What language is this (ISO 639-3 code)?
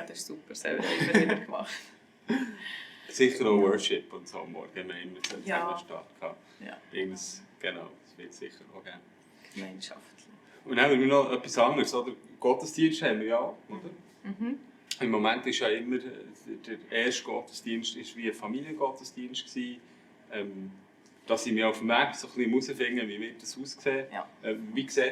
gsw